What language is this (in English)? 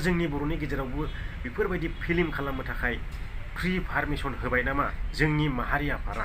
Bodo